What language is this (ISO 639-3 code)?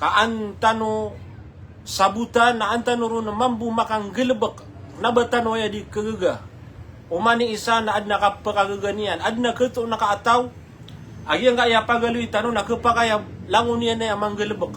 mrw